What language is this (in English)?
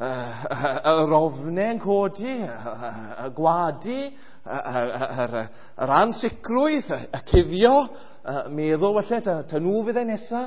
Welsh